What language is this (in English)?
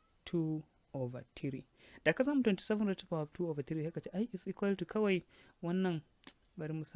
Hausa